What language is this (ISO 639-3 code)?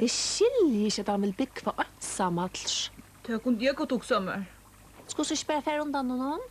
fao